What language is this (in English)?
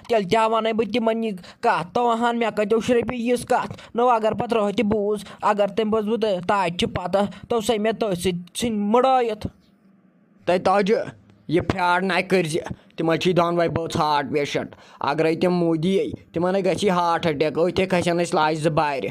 Kashmiri